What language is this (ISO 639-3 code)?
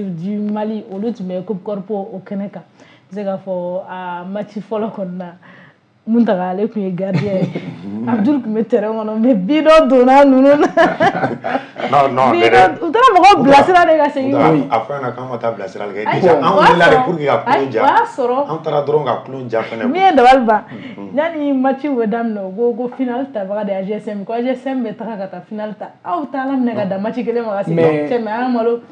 bam